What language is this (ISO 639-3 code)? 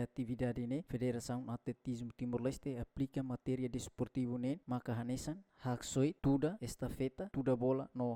tet